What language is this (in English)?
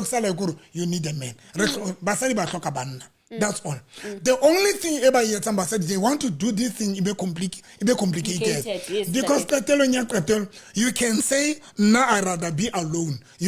Southern Sotho